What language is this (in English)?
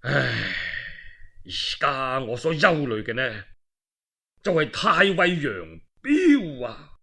Cantonese